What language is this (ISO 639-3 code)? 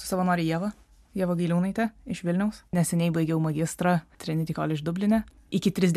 lit